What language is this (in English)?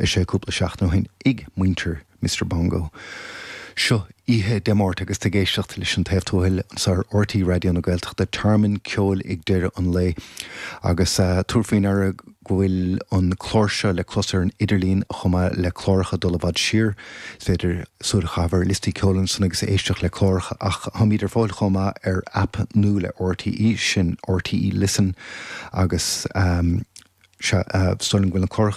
Irish